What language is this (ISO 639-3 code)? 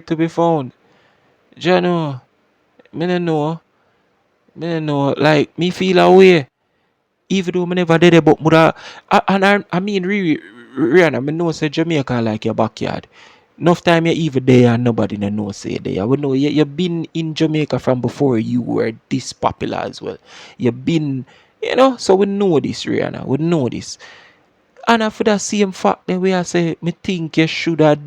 jam